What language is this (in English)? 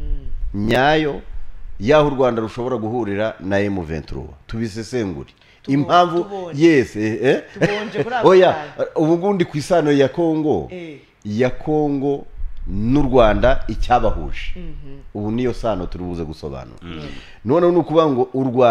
Kinyarwanda